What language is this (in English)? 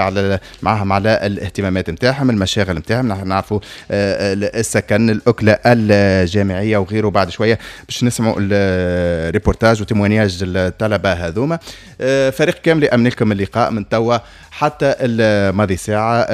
Tunisian Arabic